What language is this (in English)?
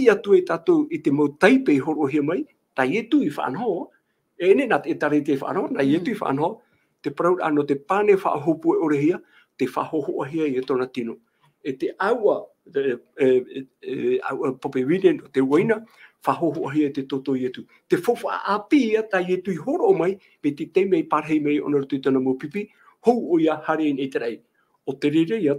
Tahitian